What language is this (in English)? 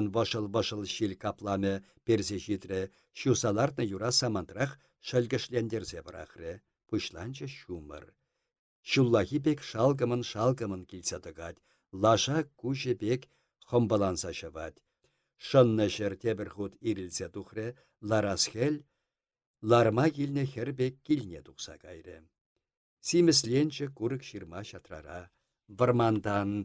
Chuvash